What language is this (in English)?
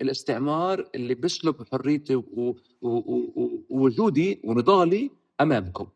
North Levantine Arabic